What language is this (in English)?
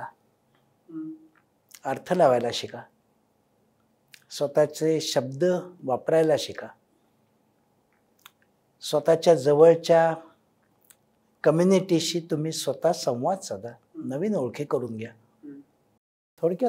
Marathi